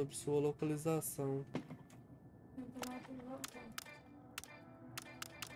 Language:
Portuguese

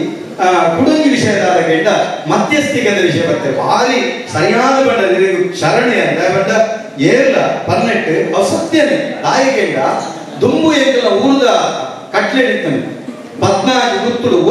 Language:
Tulu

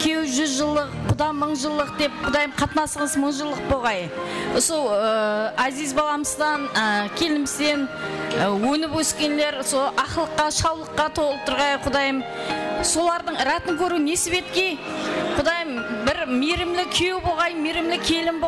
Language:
Kara-Kalpak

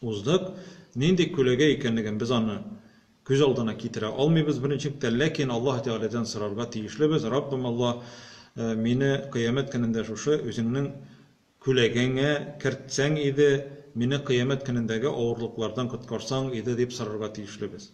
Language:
Tatar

